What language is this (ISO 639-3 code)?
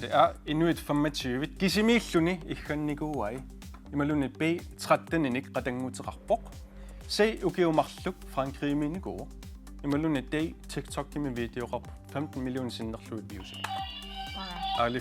kal